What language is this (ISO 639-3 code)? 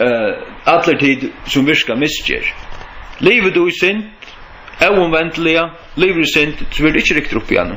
fao